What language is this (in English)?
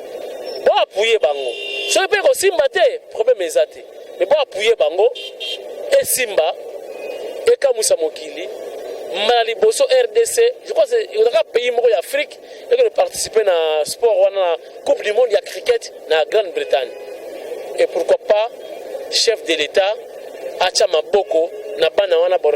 Lingala